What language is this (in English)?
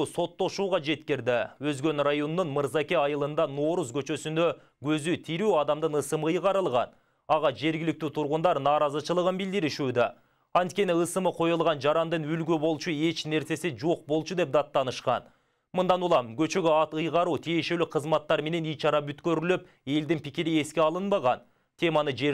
Kyrgyz